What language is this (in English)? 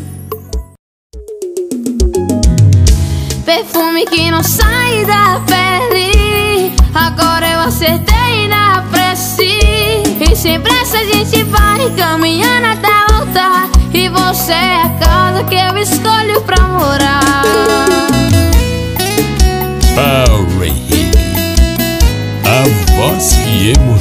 Portuguese